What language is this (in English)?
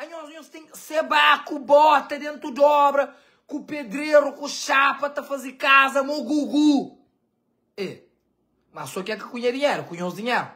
Kabuverdianu